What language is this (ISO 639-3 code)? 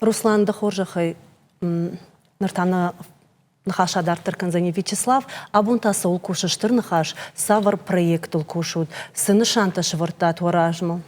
oss